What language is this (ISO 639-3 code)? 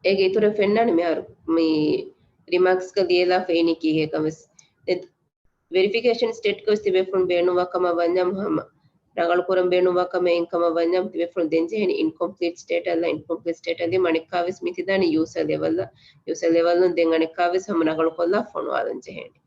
div